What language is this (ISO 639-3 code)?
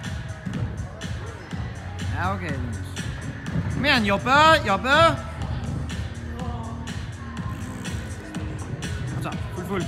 nor